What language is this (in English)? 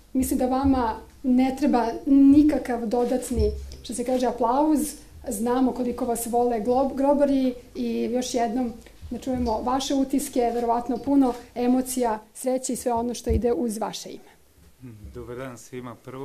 Serbian